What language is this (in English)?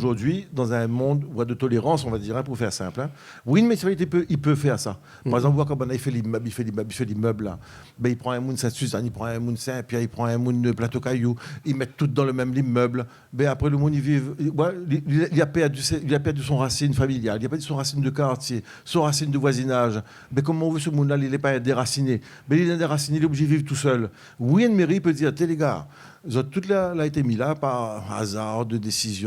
Réunion Creole French